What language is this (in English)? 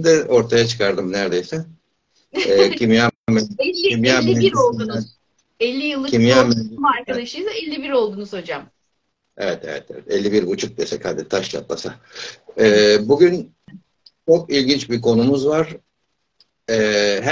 Turkish